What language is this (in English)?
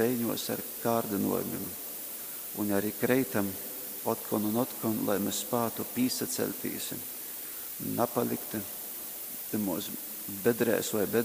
Latgalian